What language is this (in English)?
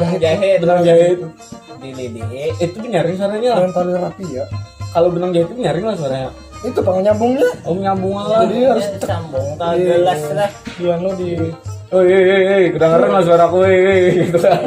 Banjar